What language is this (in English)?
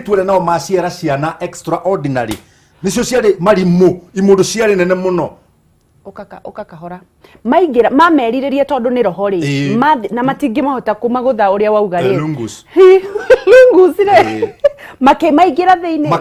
Kikuyu